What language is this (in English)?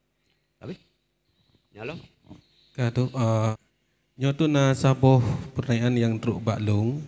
Achinese